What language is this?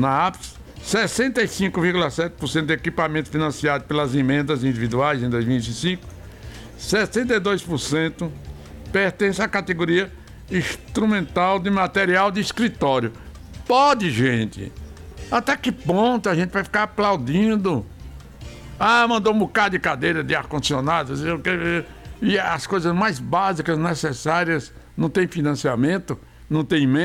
Portuguese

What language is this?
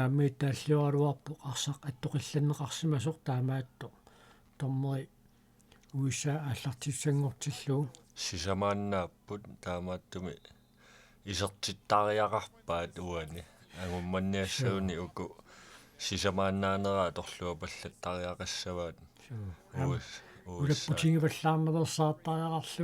Kalaallisut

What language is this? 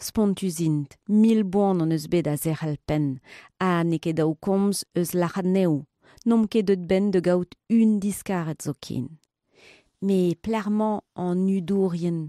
Breton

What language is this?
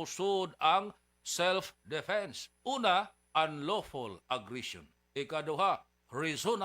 Cebuano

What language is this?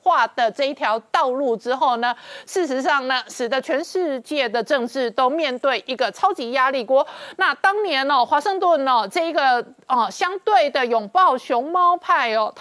Chinese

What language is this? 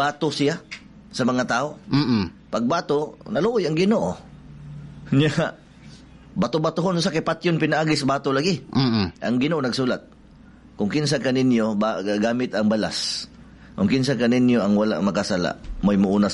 Cebuano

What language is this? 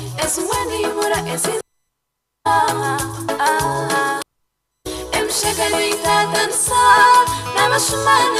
Nyankole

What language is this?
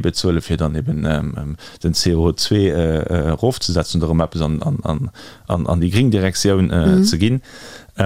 Luxembourgish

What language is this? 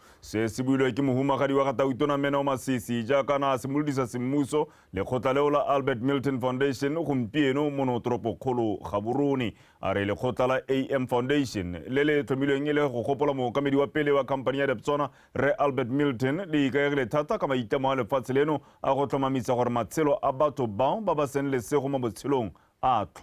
Tswana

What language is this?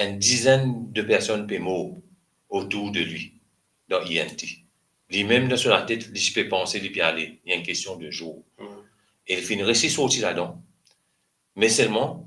Morisyen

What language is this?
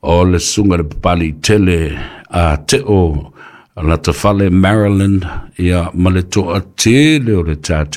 Samoan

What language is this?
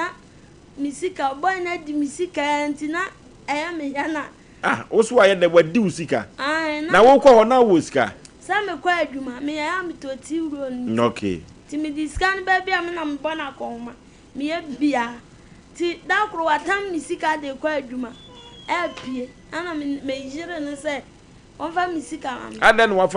Akan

